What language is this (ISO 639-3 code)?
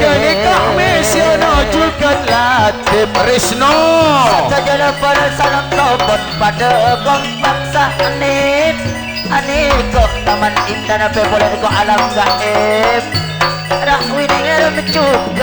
mad